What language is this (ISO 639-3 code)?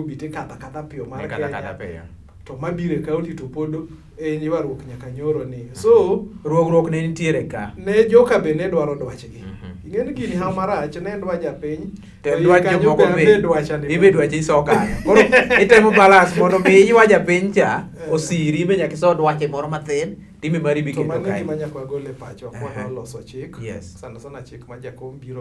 luo